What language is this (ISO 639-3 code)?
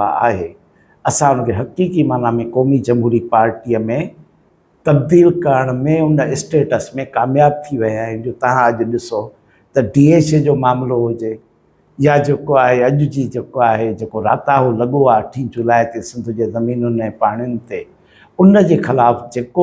snd